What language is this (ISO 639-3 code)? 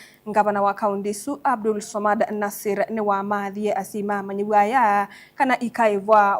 kam